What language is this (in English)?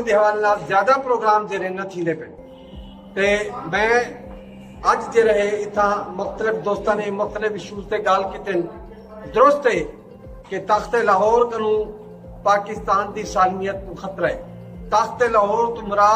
Saraiki